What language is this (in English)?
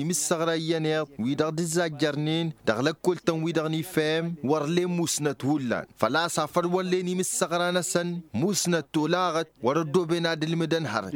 Tamasheq